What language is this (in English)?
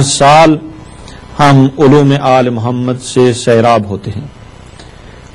Urdu